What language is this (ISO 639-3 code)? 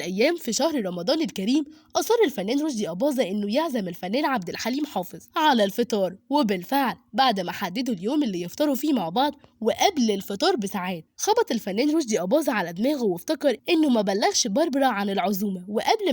arz